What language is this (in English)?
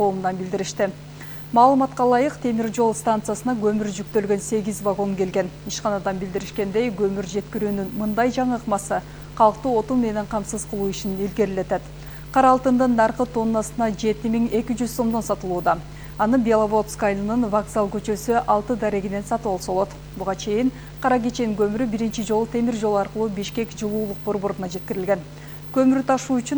Kyrgyz